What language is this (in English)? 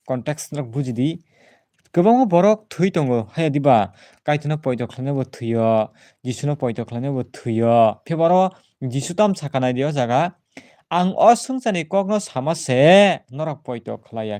Kok Borok